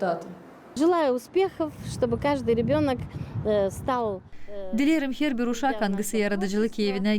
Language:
Gagauz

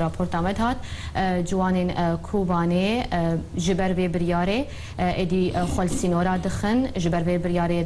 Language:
Kurdish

